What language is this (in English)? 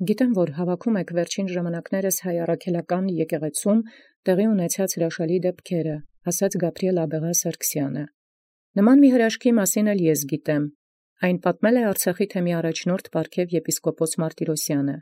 Armenian